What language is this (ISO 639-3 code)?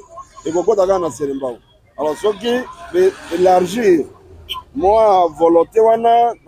lin